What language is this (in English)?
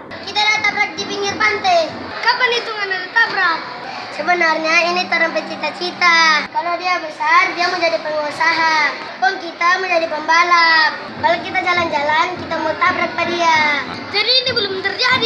Manado Malay